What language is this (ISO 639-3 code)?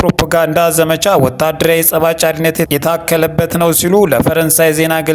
amh